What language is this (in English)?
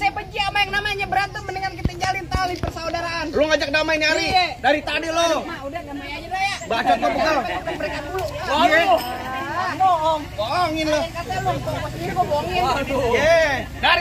Betawi